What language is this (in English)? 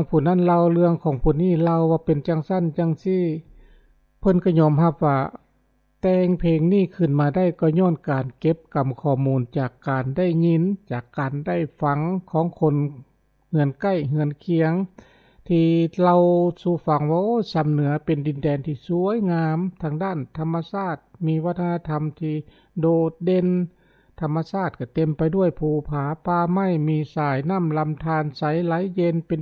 Lao